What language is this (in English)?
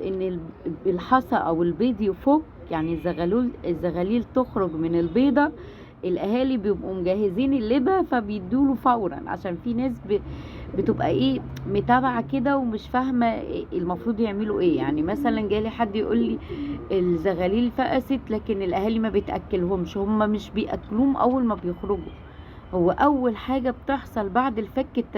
Egyptian Arabic